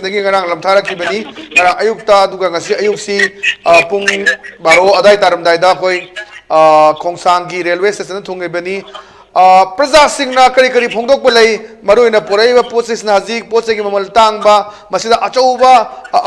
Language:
Manipuri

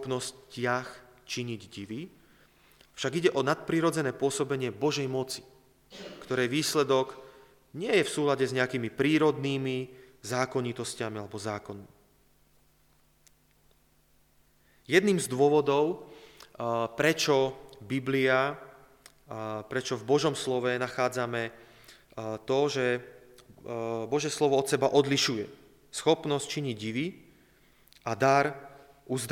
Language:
Slovak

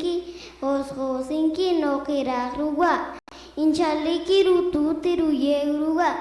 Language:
Poqomchi'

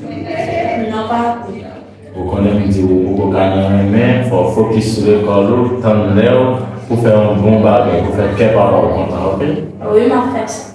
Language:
Haitian Creole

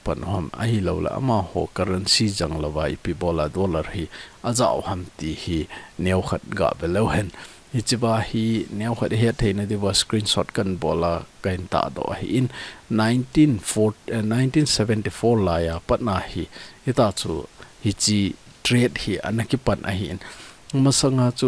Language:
Thado Chin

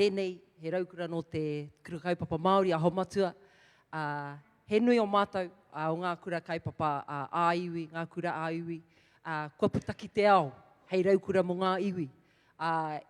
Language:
Māori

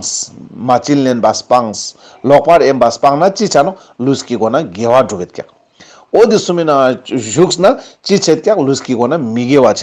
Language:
Ladakhi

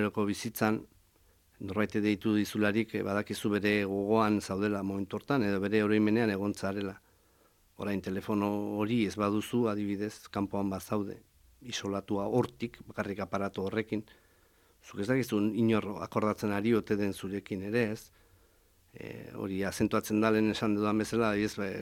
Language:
Basque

